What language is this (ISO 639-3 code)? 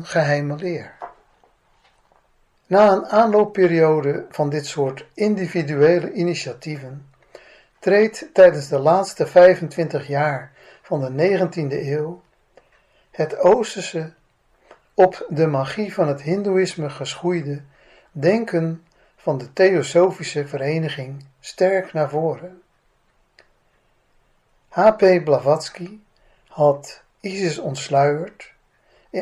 nld